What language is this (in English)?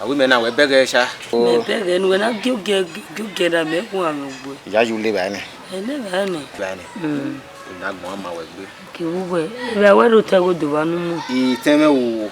Bini